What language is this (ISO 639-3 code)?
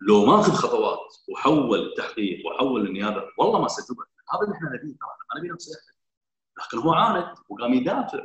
afb